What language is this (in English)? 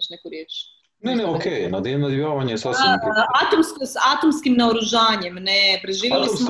Croatian